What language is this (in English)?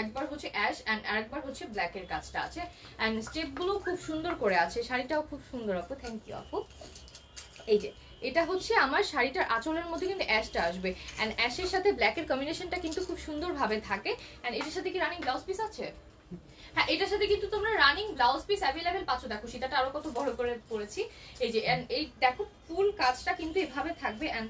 Bangla